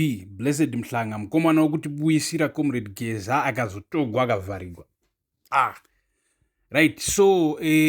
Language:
Shona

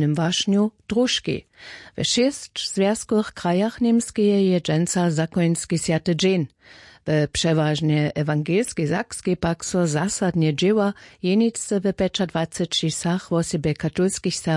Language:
Upper Sorbian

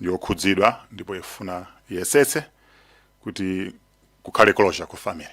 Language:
Nyanja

